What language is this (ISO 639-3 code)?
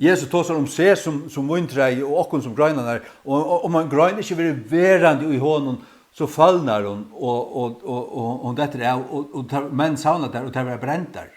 fao